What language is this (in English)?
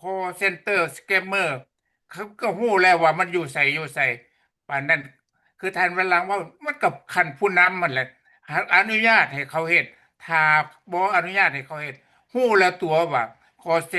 Lao